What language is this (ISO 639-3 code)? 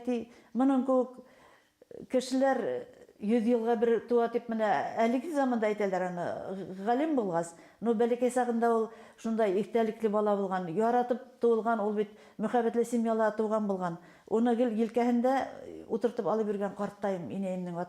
bak